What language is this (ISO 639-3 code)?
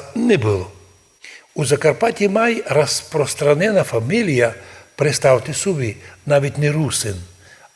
rue